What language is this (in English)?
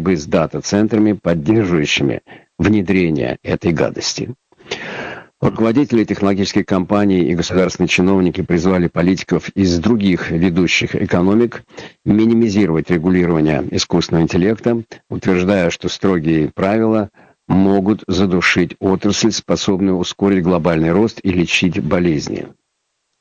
Russian